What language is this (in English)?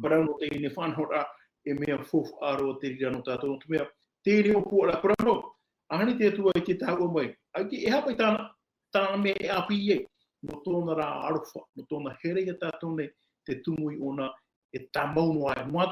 Tahitian